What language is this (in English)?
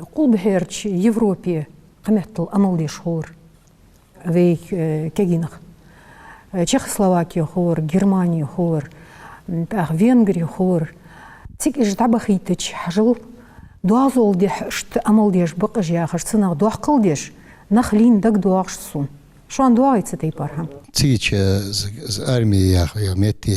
Ingush